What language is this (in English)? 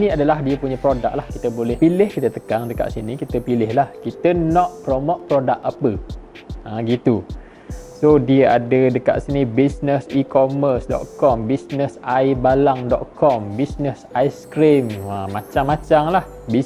Malay